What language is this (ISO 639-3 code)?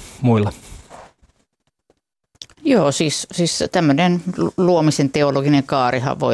fin